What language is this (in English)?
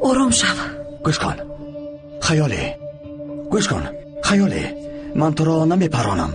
Tajik